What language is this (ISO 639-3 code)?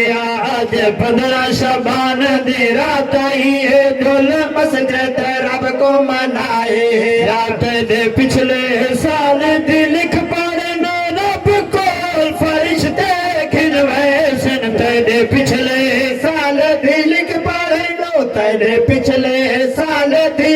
skr